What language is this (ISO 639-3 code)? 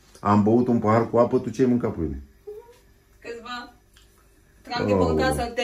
ron